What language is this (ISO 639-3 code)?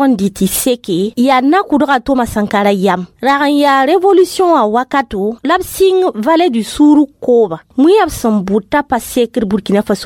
mos